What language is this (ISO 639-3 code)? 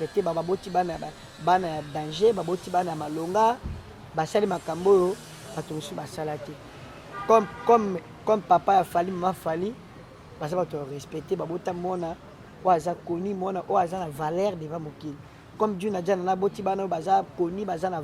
lin